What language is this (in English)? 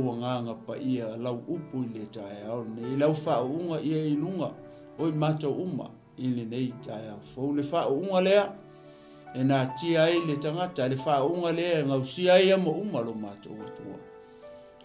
Samoan